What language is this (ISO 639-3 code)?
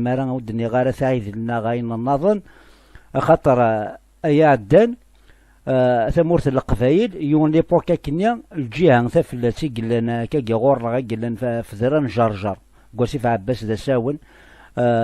kab